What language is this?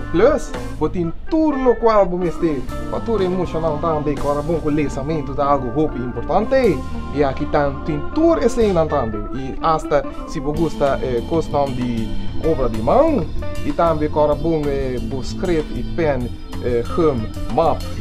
Papiamento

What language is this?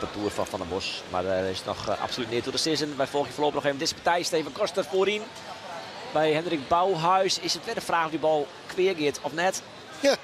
Western Frisian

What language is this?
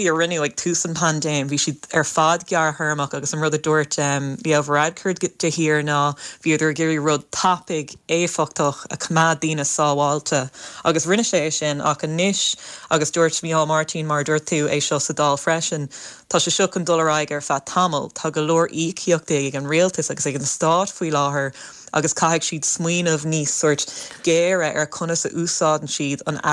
Irish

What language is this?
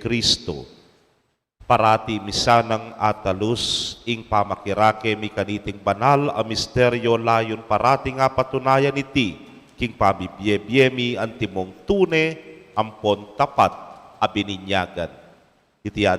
Pampanga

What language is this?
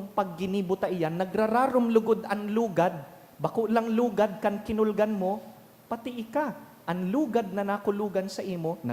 Bikol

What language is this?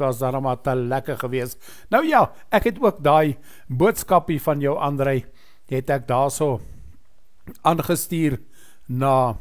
Afrikaans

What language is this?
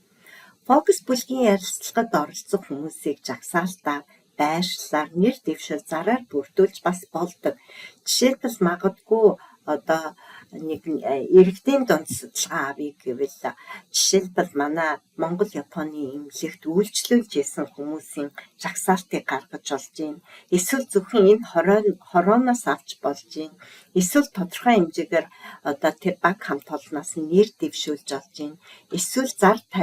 Mongolian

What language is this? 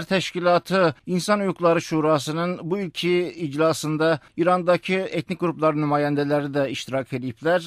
South Azerbaijani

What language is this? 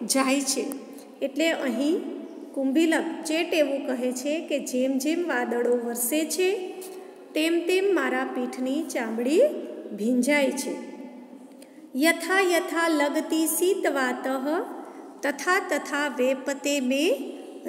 Gujarati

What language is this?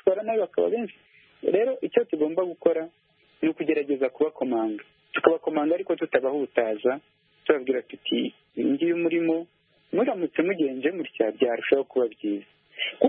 Kinyarwanda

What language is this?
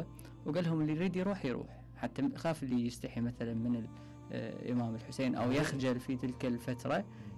Mesopotamian Arabic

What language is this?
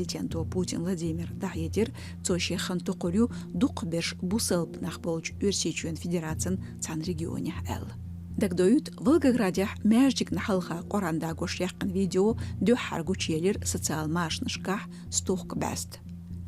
Chechen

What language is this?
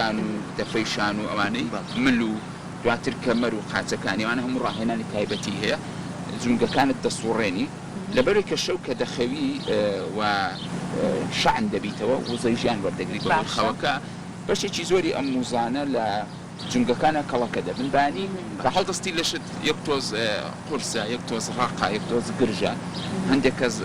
Central Kurdish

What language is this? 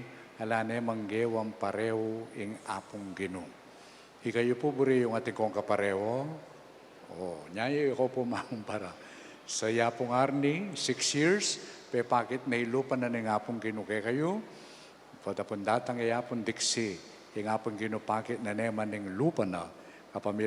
Pampanga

